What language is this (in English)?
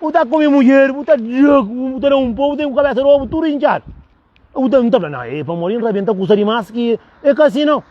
Kabuverdianu